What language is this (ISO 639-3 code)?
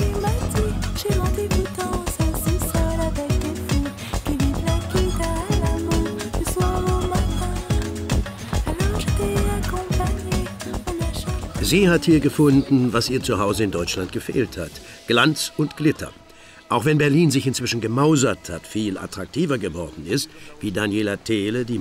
deu